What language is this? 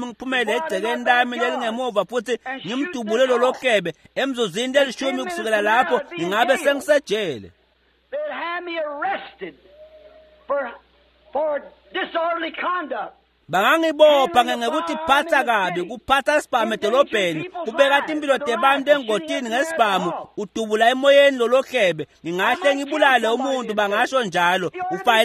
Swati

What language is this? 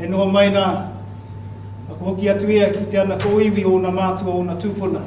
Māori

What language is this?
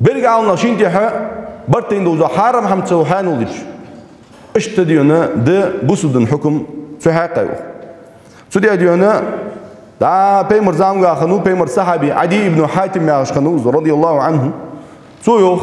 Ingush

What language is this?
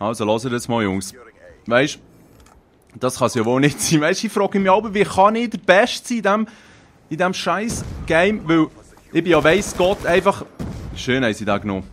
Swiss German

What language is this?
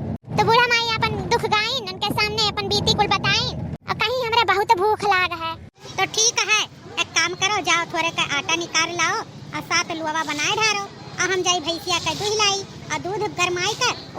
Awadhi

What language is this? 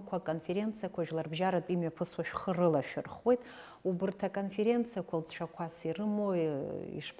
Abkhazian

